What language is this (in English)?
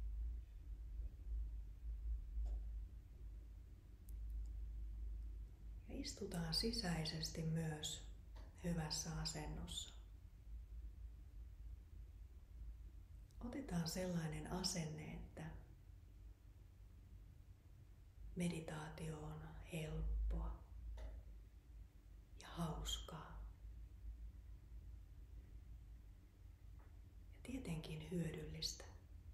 Finnish